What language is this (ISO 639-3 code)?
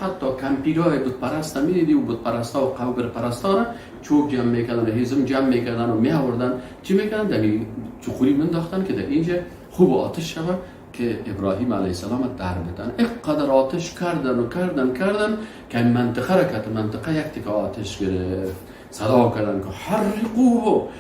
fas